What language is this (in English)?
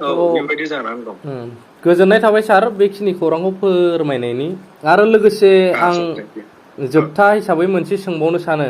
Bodo